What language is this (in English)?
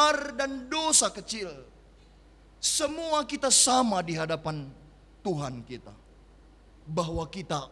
Batak Karo